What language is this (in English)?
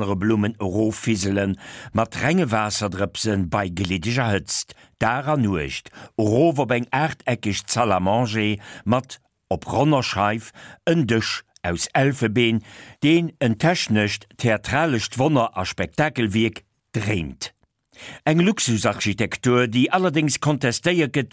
Luxembourgish